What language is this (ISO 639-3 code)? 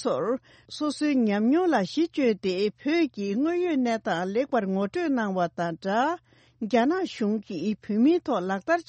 bod